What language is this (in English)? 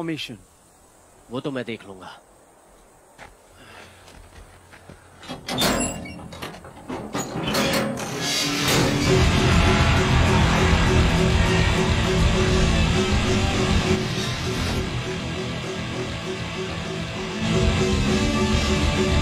Hindi